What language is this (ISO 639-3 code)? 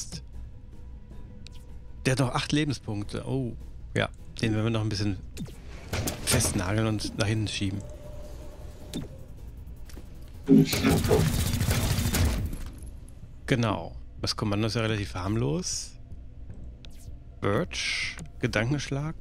deu